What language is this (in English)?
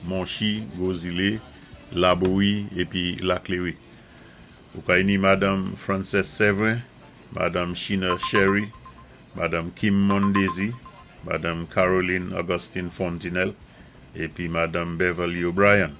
Saint Lucian Creole French